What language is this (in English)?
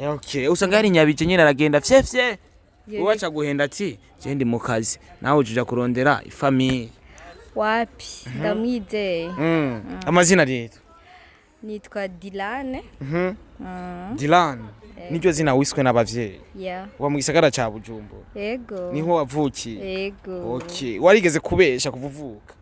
Rundi